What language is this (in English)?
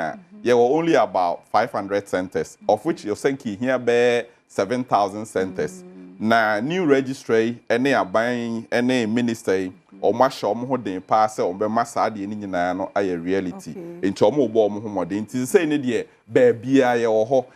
Akan